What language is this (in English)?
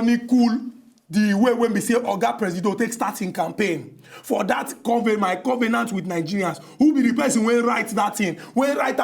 Nigerian Pidgin